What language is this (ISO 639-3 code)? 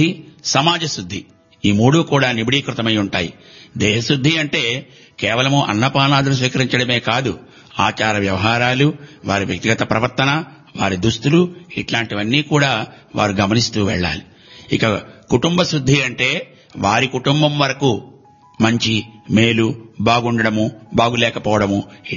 tel